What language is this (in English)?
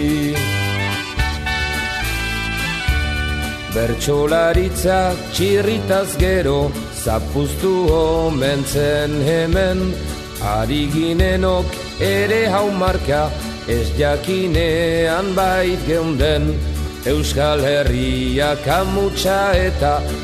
Basque